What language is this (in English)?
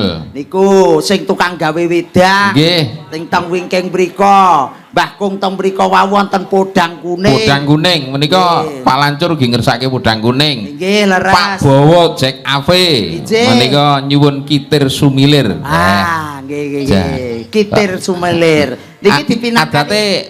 Javanese